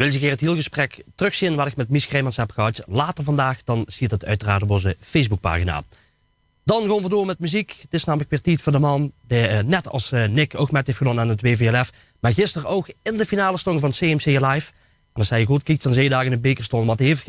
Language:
Limburgish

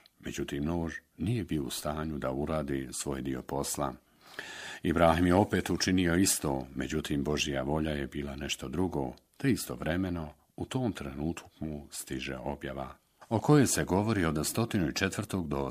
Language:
Bosnian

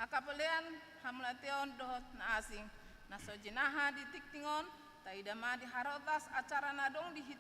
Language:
Batak Toba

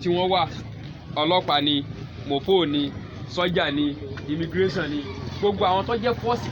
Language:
Yoruba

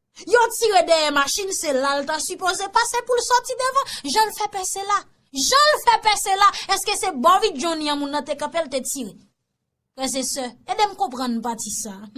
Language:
Haitian Creole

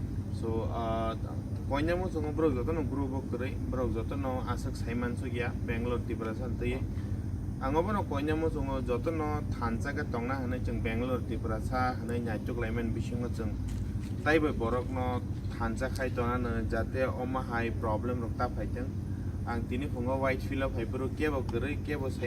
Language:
Kok Borok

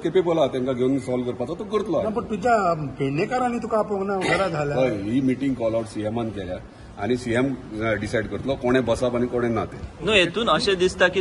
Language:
Konkani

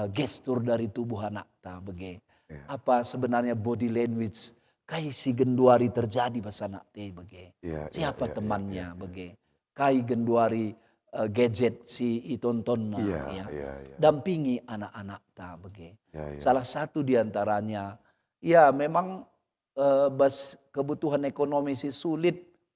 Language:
Batak Karo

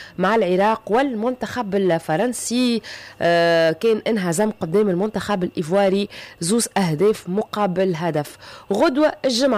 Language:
Tunisian Arabic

